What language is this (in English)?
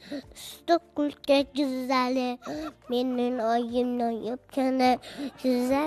Uzbek